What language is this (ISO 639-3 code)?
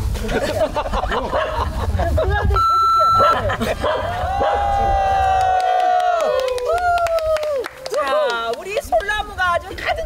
kor